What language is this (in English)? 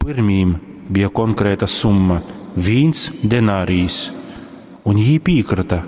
Latgalian